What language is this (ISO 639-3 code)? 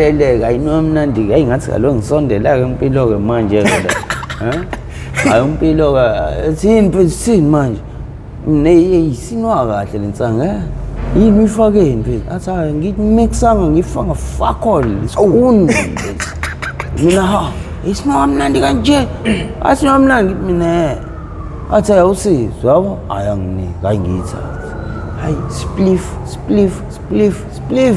zul